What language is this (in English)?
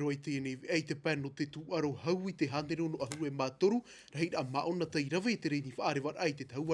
Tahitian